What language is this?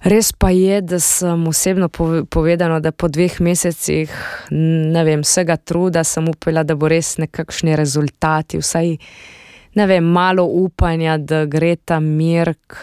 Slovenian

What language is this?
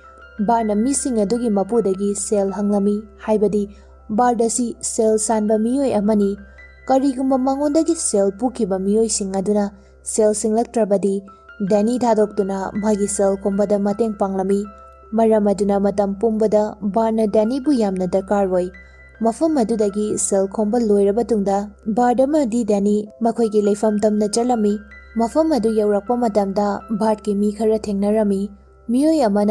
Manipuri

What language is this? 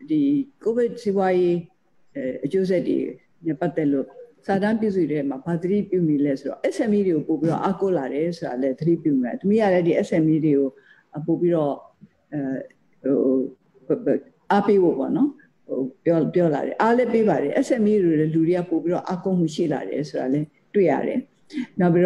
Burmese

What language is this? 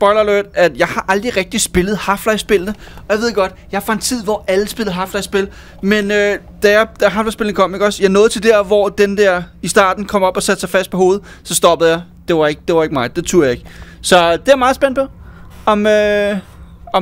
Danish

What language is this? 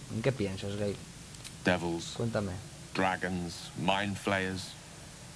Asturian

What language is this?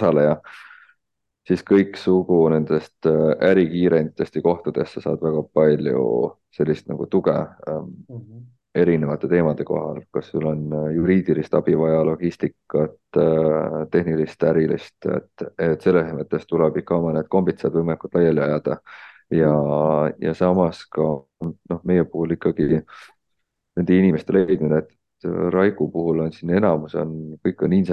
Estonian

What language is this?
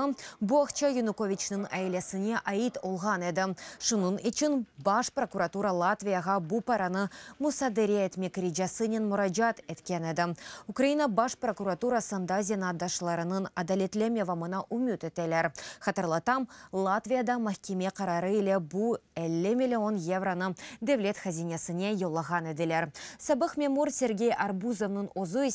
Crimean Tatar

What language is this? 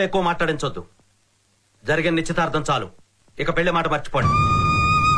Telugu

